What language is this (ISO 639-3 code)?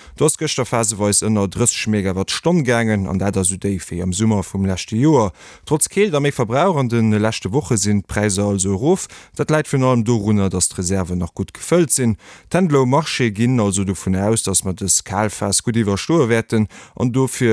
ltz